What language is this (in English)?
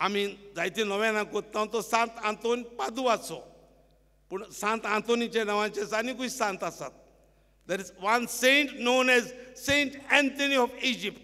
Konkani